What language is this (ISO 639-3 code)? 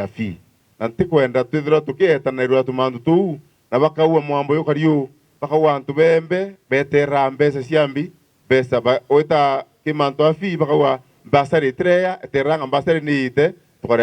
mer